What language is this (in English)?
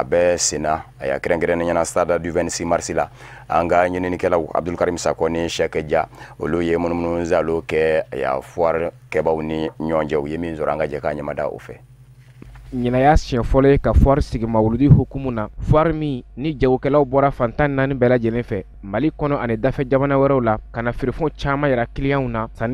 Bambara